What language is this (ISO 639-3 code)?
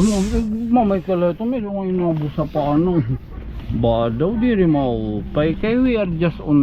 war